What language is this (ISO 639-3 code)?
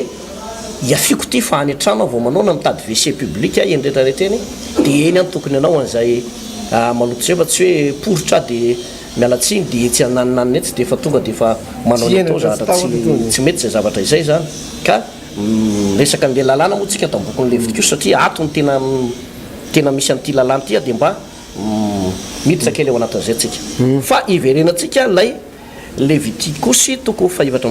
mlg